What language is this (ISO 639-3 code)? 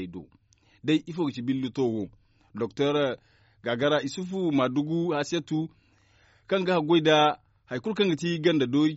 dje